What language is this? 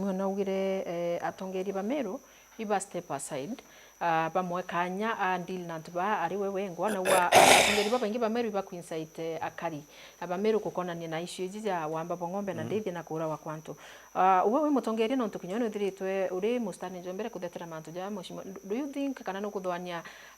Meru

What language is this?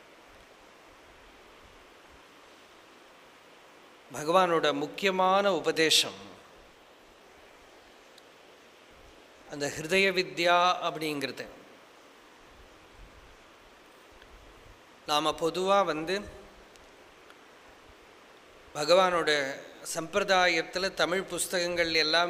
Tamil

